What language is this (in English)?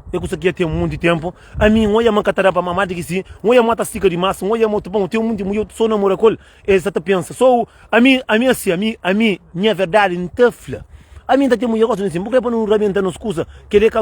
Kabuverdianu